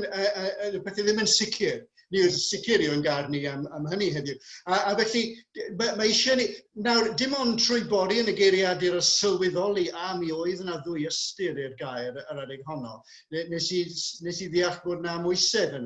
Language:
Welsh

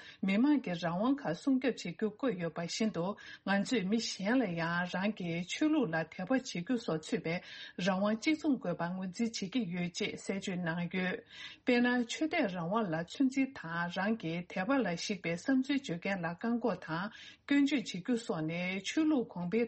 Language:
Tibetan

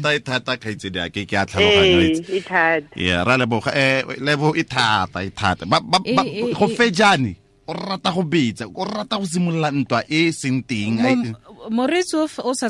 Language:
Tswana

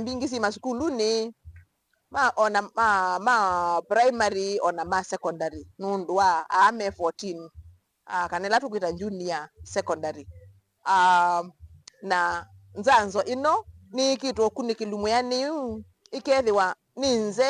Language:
Kamba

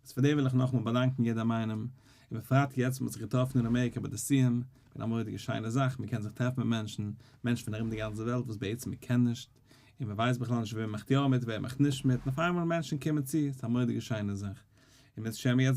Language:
Yiddish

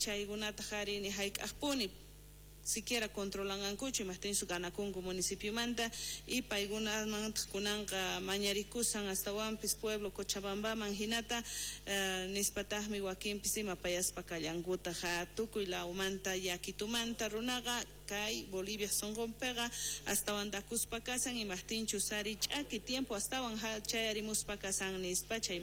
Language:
South Bolivian Quechua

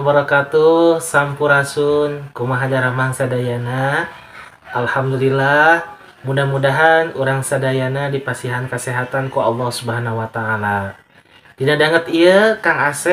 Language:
Sundanese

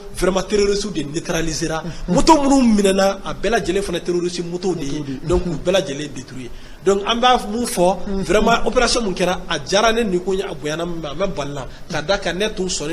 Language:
Bambara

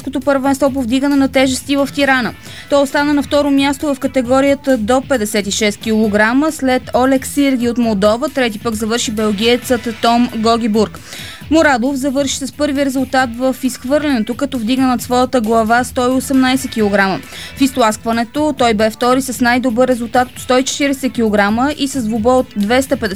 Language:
Bulgarian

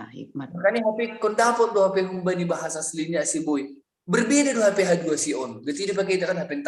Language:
Batak Simalungun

